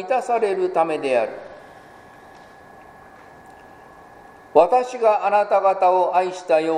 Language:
Japanese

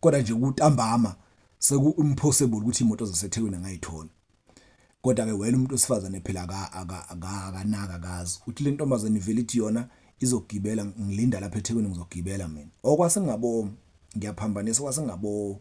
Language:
Zulu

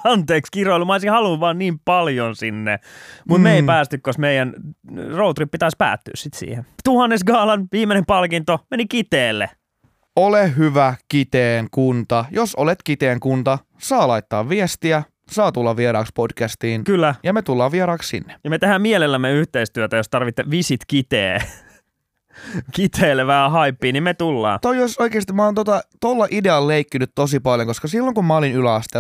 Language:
Finnish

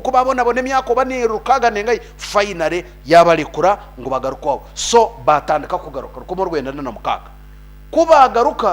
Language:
Nyankole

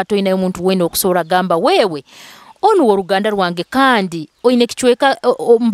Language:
Nyoro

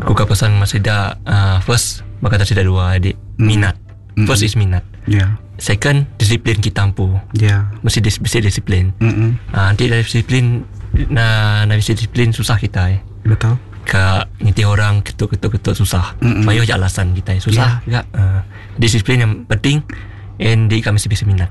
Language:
Iban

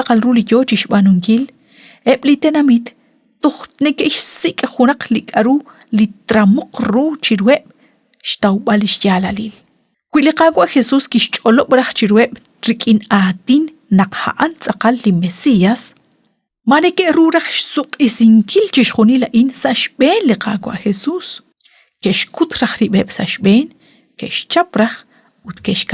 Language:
Kekchí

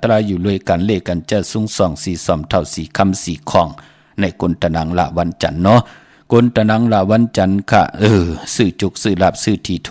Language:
Shan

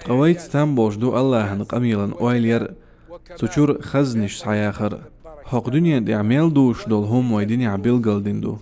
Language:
Chechen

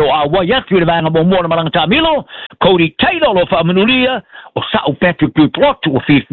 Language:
Samoan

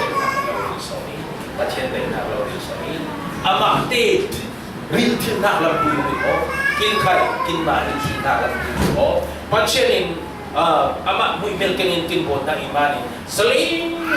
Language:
Falam Chin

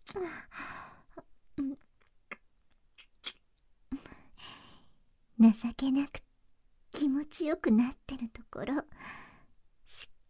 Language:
Japanese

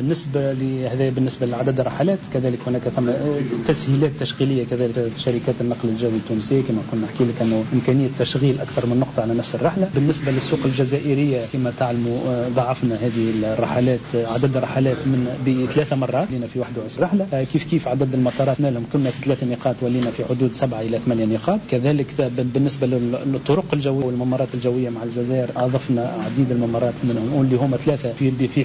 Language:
Tunisian Arabic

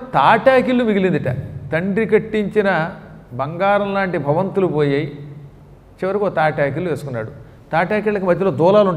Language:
Telugu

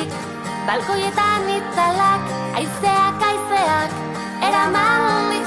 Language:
Basque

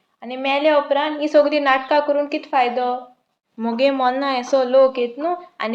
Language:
Konkani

